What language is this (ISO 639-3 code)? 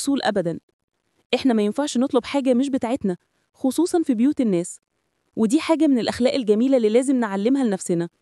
arz